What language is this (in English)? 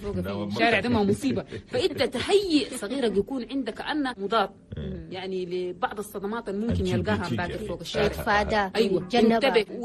Chadian Arabic